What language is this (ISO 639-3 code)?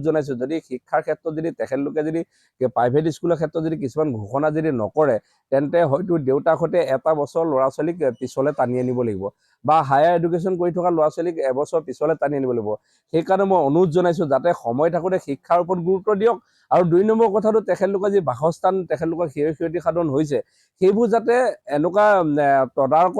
asm